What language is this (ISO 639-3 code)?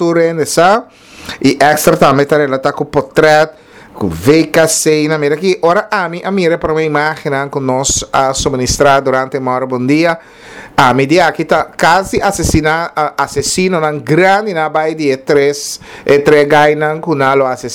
pap